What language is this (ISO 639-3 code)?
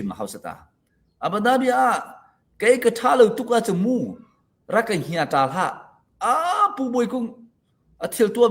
cnh